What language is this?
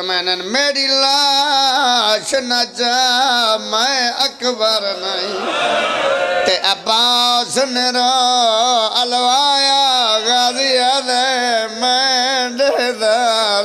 Pahari-Potwari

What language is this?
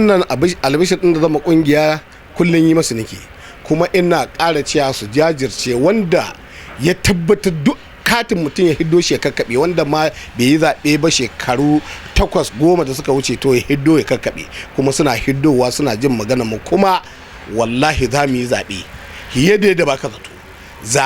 Hausa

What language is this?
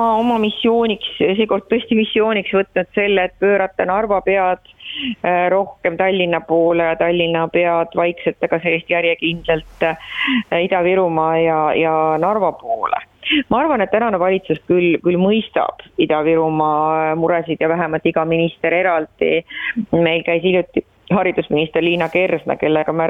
Estonian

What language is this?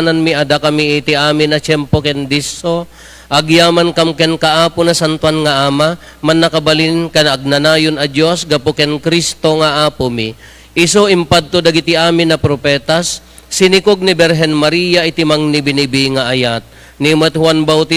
Iloko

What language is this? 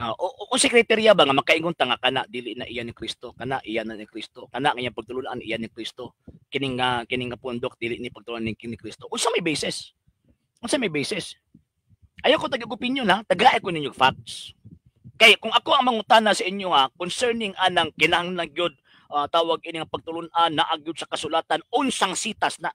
Cebuano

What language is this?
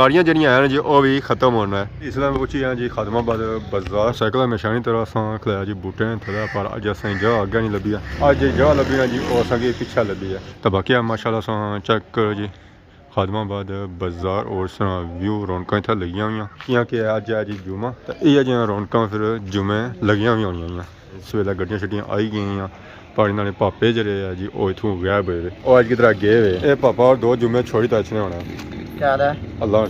Pahari-Potwari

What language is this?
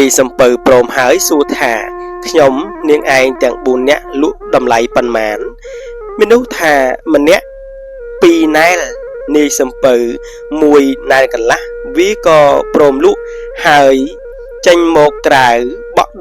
Khmer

